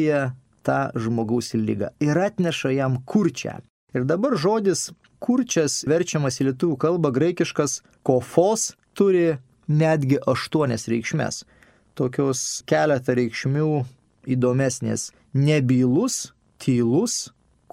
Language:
Lithuanian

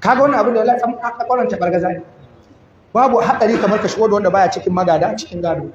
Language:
Hausa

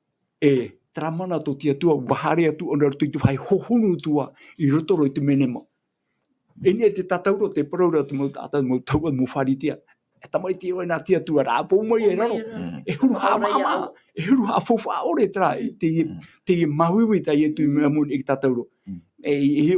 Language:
Tahitian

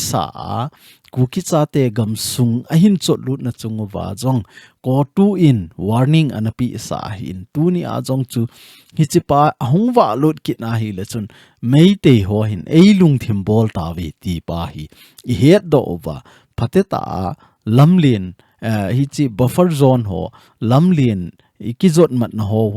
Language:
Thado Chin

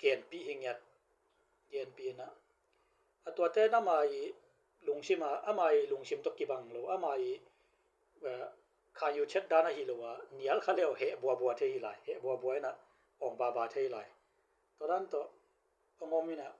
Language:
Tedim Chin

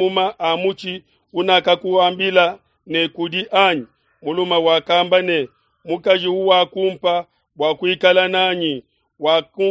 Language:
Luba-Lulua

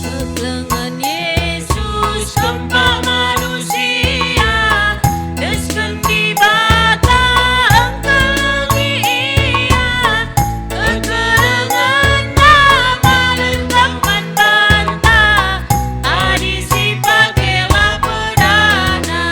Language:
Batak Karo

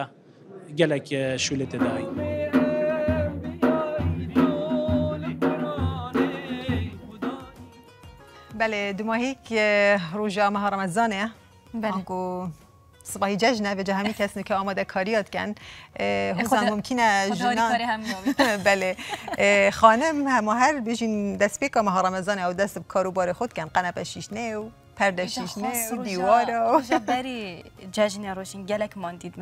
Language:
Kurdish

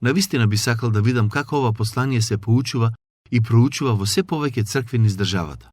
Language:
Macedonian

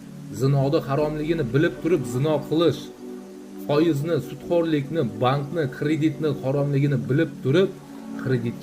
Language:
Uzbek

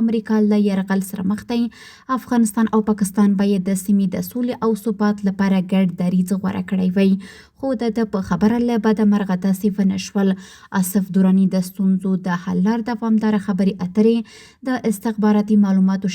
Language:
Pashto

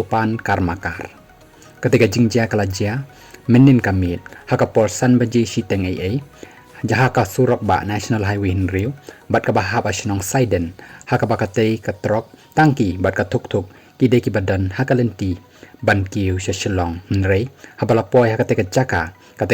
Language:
Khasi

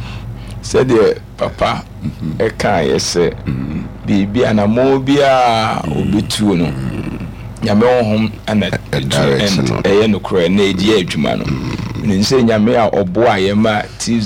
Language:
Akan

